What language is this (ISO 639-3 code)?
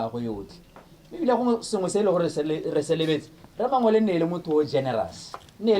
tsn